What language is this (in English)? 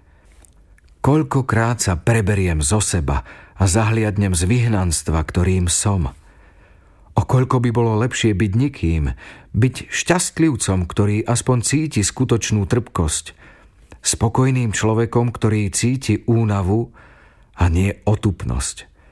Slovak